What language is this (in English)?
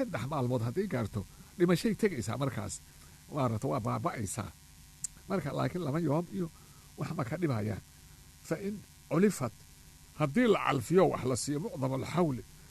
Somali